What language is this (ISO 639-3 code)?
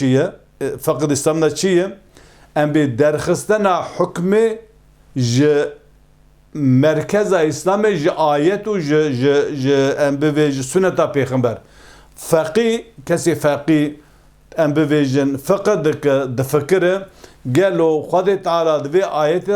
kur